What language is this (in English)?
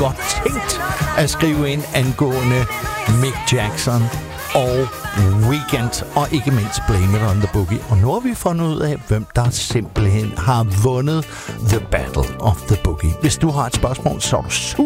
Danish